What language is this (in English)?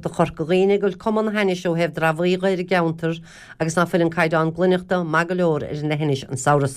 Irish